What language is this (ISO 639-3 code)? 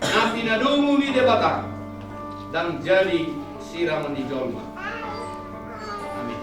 bbc